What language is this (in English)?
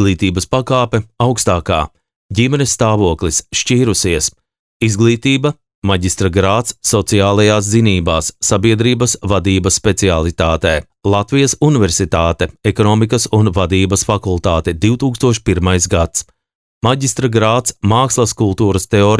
Latvian